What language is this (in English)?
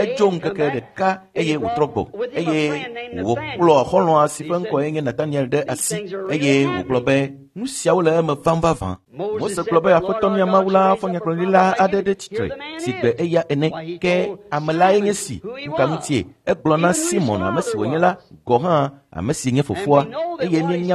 Ewe